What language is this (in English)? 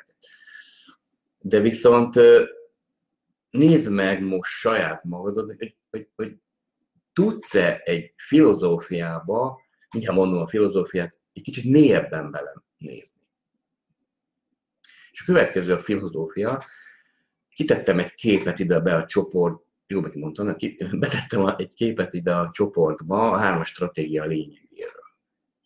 Hungarian